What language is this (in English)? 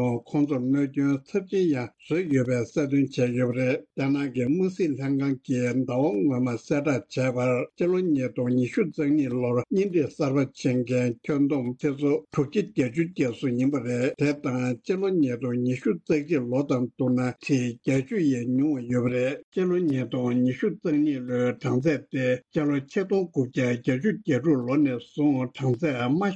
Tibetan